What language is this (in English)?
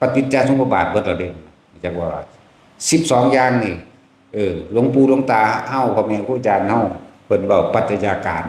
Lao